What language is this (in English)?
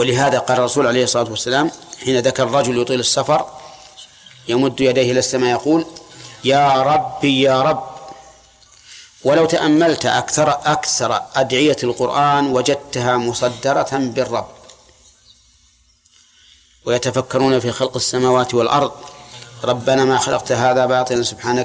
Arabic